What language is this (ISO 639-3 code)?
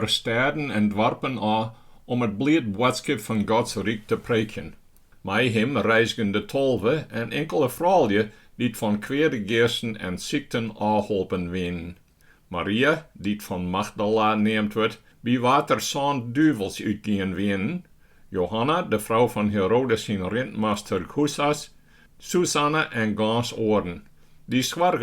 fry